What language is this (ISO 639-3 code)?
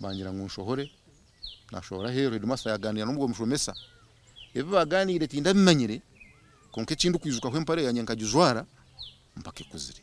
nyn